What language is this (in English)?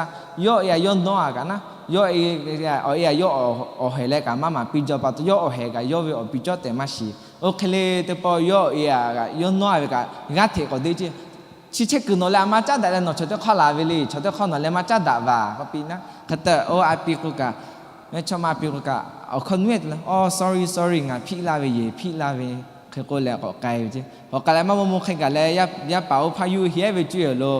Lahu